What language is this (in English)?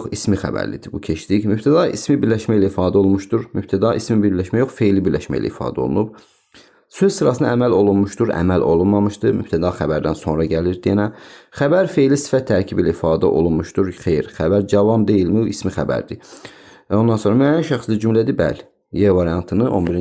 Azerbaijani